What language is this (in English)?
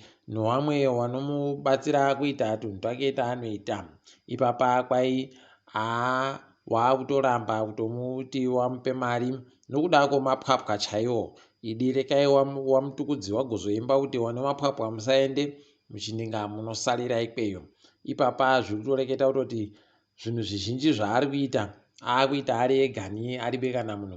Ndau